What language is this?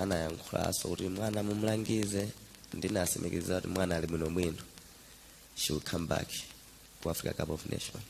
Nyanja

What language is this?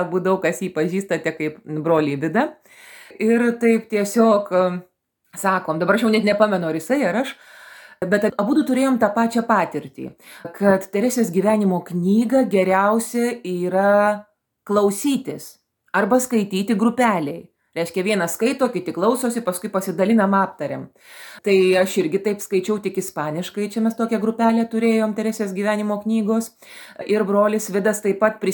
Lithuanian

